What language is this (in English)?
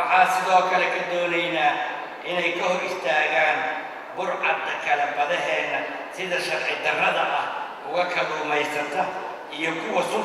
Somali